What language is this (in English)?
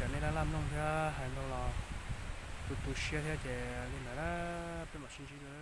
Hmong